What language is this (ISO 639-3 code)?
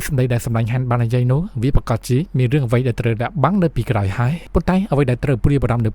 khm